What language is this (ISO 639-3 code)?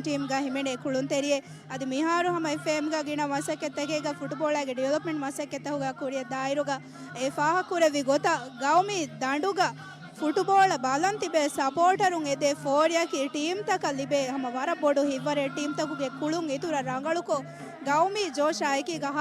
div